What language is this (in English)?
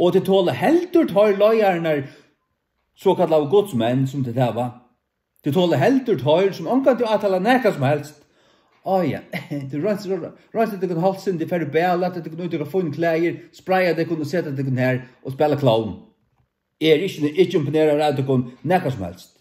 Faroese